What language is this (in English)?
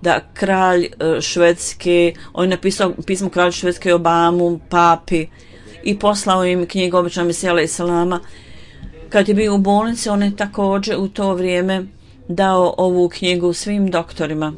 Bosnian